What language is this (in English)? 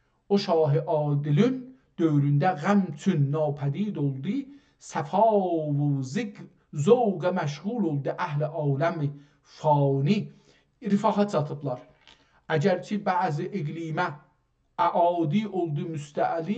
South Azerbaijani